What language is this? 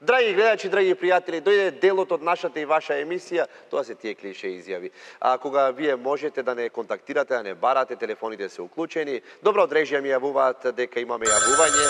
Macedonian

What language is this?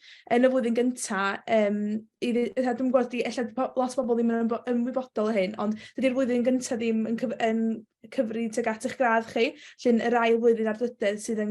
Welsh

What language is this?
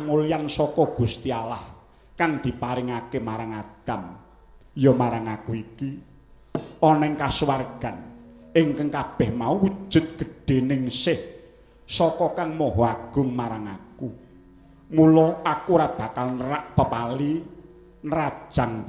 Javanese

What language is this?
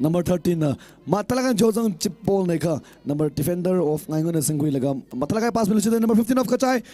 Tangkhul Naga (India)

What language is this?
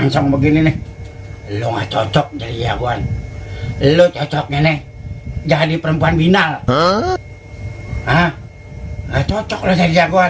Betawi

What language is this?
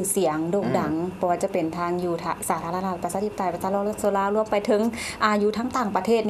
Lao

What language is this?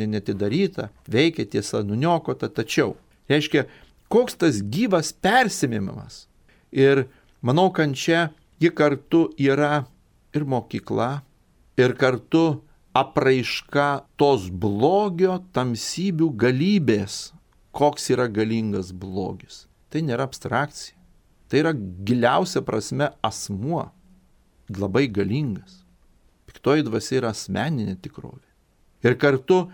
Lithuanian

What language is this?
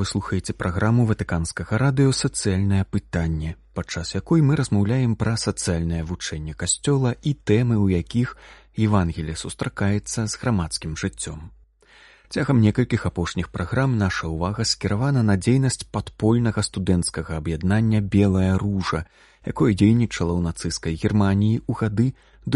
Belarusian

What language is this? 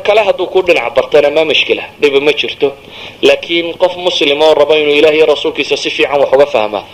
Somali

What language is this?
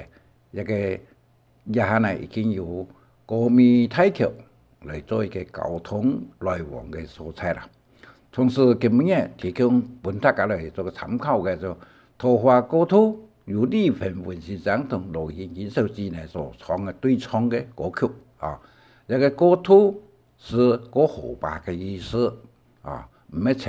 Hakka Chinese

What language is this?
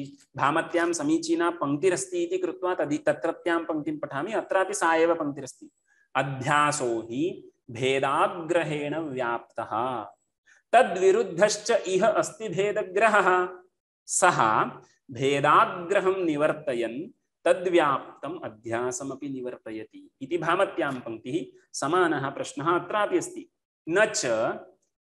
Sanskrit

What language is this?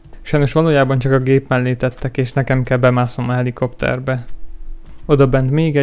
Hungarian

